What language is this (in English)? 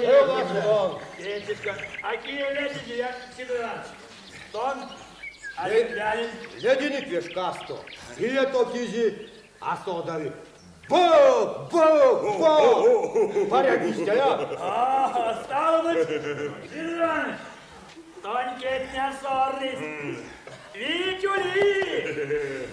Erzya